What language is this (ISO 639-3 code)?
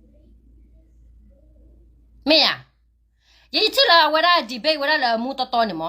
ksw